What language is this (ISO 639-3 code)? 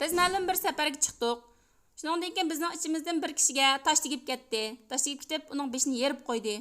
uig